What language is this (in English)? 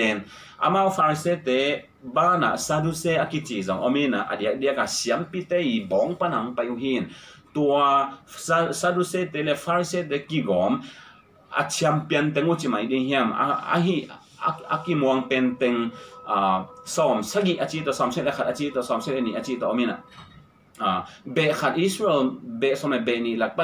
Tedim Chin